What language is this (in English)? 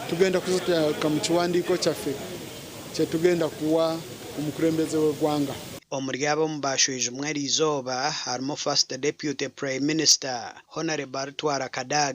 Nyankole